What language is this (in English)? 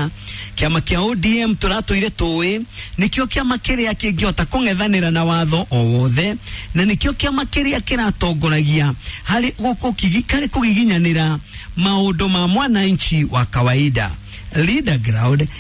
Kikuyu